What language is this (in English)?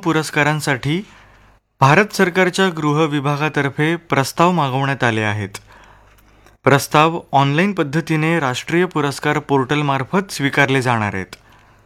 Marathi